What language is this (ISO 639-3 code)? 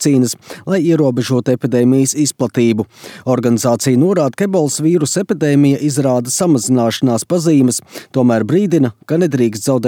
lav